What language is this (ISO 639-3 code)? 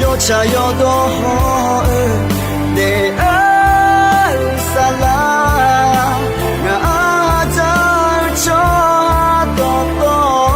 ahk